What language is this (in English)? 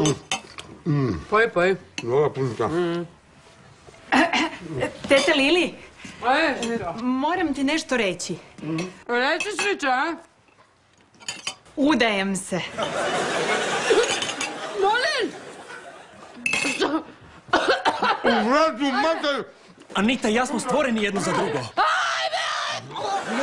Croatian